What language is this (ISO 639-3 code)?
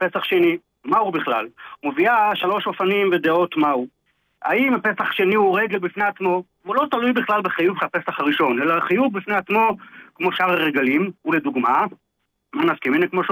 heb